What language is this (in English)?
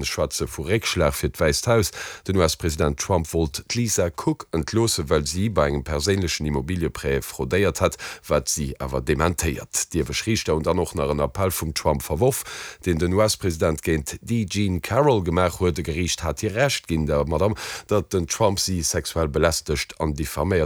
Luxembourgish